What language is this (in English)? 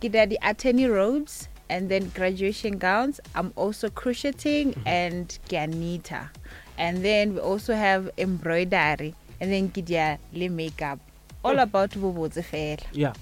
Northern Sotho